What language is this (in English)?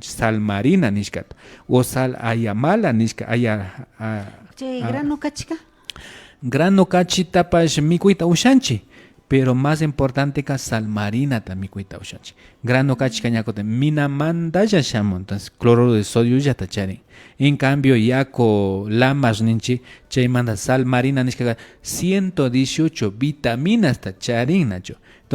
Imbabura Highland Quichua